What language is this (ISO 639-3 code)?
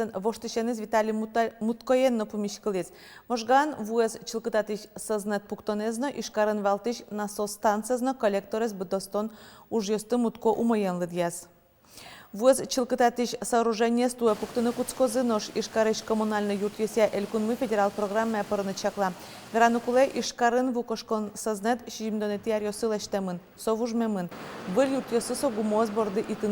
udm